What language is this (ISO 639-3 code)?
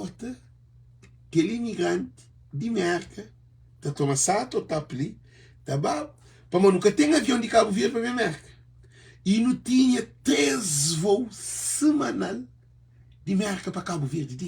kea